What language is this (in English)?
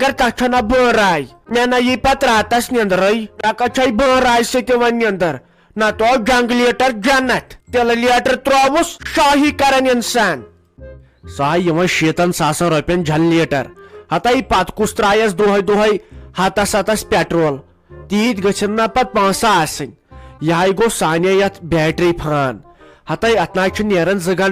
Kashmiri